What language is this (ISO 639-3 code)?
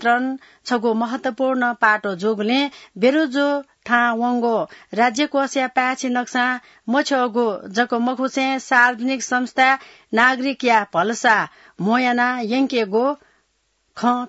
new